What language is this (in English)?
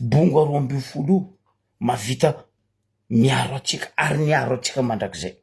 Malagasy